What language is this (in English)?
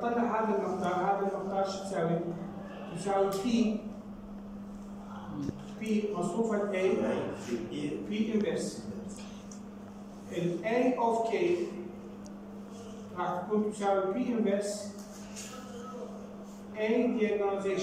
Mesopotamian Arabic